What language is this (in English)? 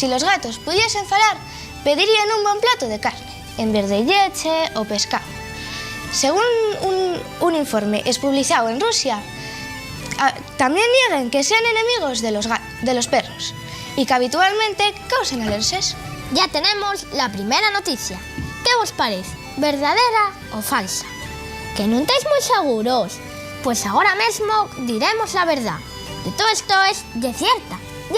Asturian